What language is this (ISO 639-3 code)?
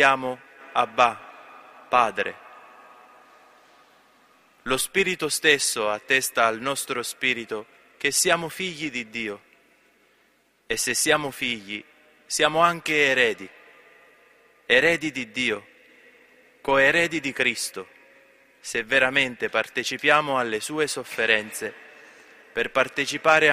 ita